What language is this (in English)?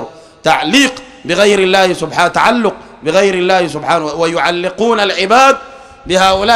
Sudanese Arabic